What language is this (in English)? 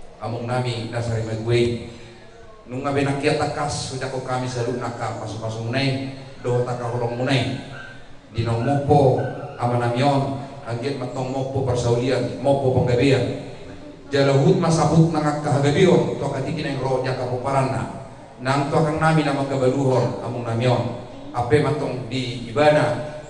Batak Toba